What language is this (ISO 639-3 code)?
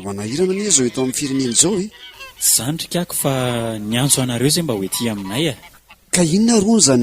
mlg